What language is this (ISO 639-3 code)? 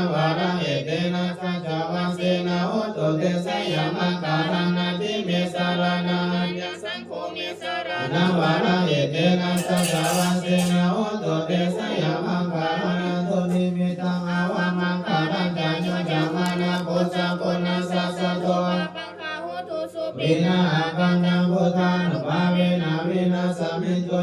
pli